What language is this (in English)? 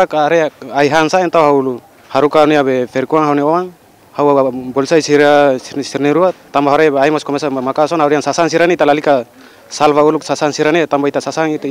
Tetum